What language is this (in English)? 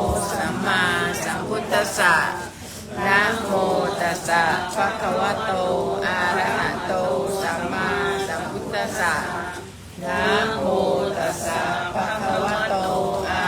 Pali